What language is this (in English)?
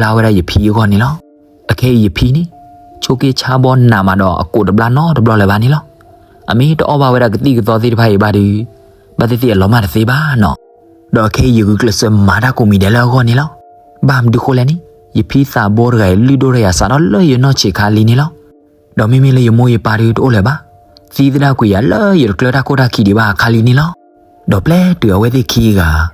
S'gaw Karen